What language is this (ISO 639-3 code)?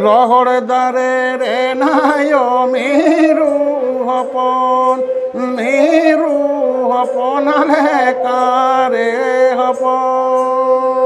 sat